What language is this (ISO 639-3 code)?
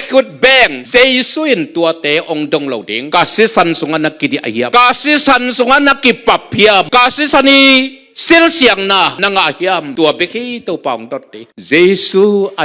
ctd